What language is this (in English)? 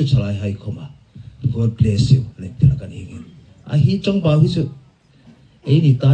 Hmar